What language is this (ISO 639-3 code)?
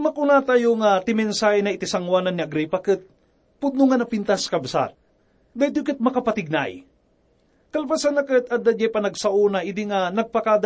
ilo